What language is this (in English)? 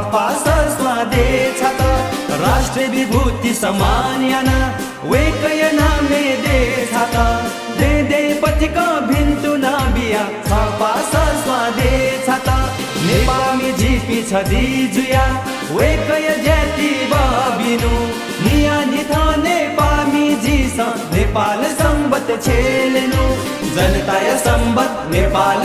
Newari